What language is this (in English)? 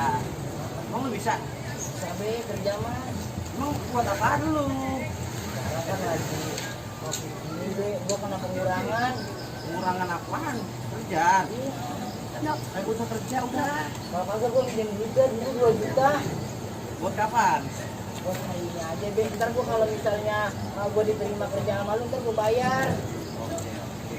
Betawi